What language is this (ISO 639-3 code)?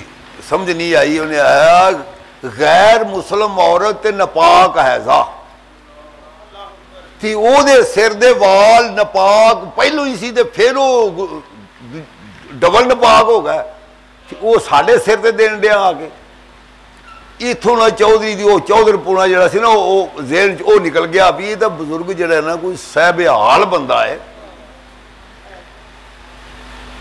pan